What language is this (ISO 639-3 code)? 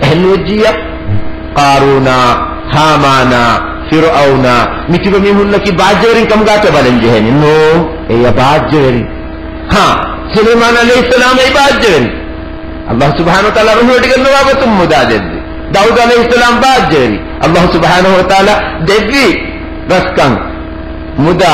div